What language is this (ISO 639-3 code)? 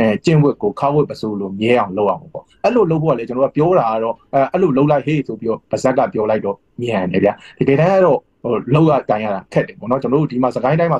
mya